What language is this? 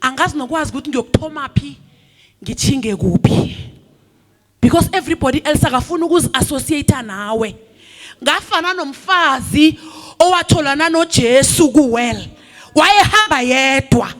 Zulu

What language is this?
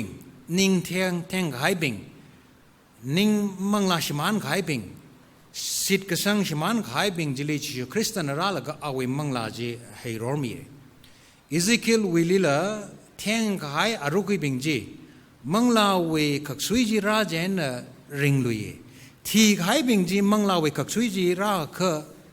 Tangkhul Naga (India)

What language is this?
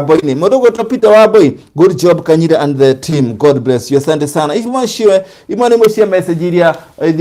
Kikuyu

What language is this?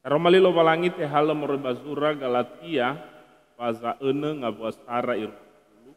Nias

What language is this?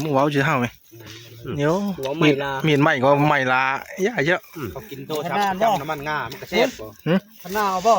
Northeastern Thai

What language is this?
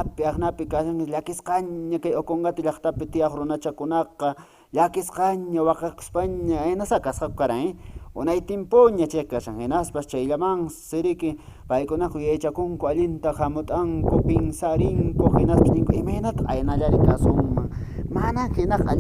Quechua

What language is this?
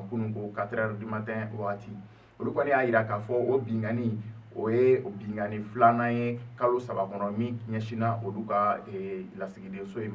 Bambara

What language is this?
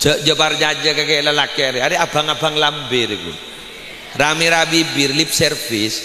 Madurese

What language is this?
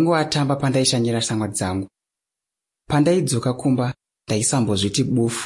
Shona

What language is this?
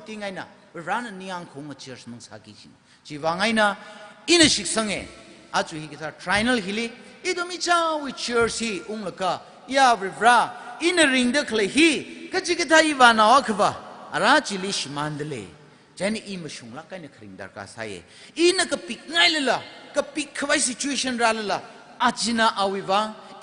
Tangkhul Naga (India)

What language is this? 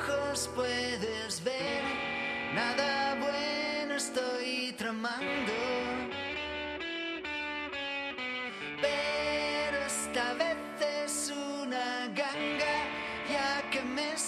Spanish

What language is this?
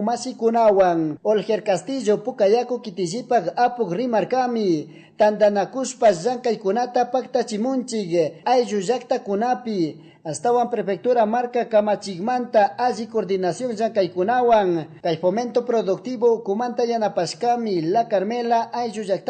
Chimborazo Highland Quichua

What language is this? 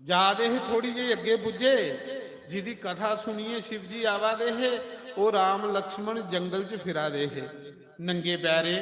Dogri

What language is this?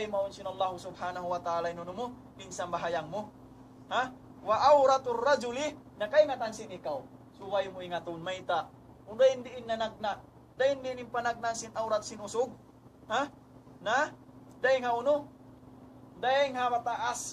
Tausug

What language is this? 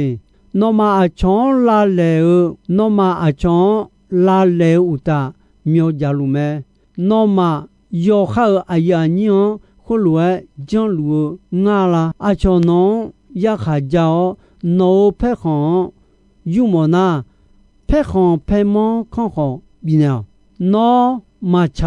Akha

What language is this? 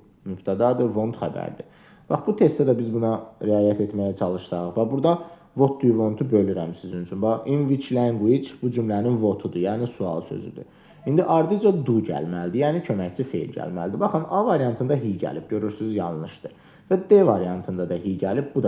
Azerbaijani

